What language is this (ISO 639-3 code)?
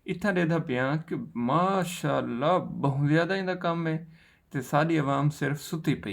skr